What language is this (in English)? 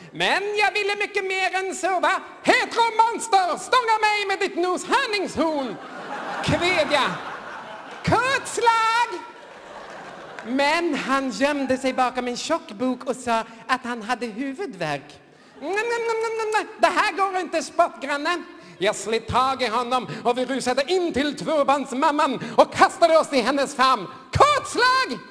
Swedish